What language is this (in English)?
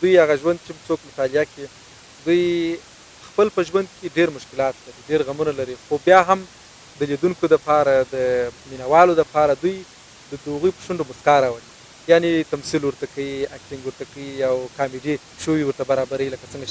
Pashto